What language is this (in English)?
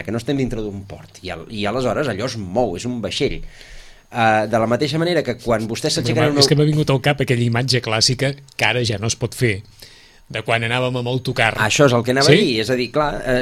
Catalan